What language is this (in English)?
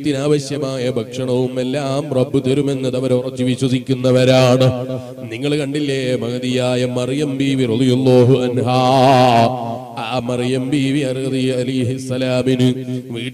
Malayalam